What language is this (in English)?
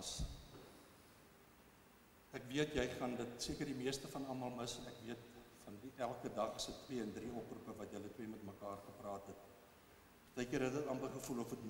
Afrikaans